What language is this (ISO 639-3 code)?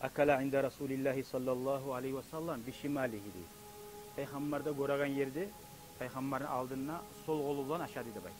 kum